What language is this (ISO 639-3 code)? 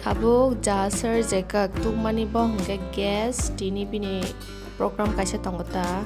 trp